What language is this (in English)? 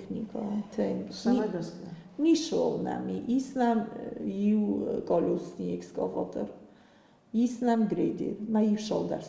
Ossetic